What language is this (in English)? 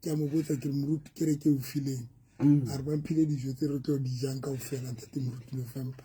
Southern Sotho